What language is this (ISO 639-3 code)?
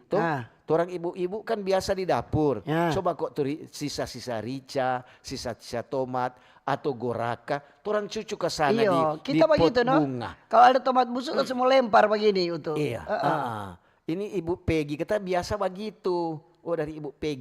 xmm